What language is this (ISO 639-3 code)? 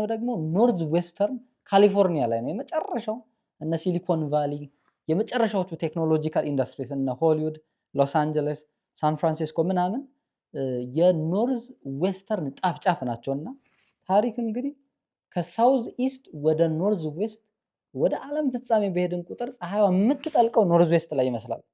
amh